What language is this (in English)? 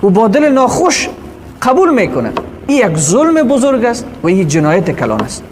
Persian